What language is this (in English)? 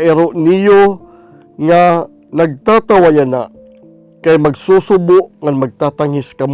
Waray